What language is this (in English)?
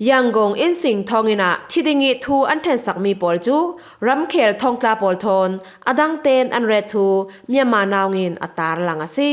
Falam Chin